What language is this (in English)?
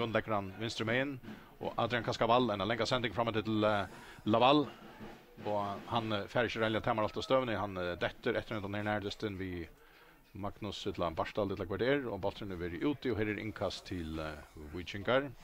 Faroese